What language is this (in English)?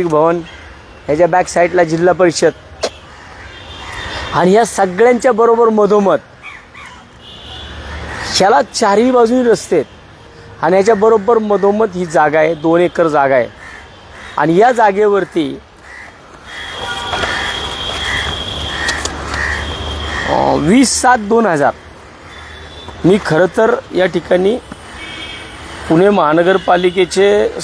Marathi